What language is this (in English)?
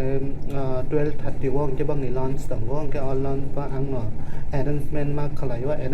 Kok Borok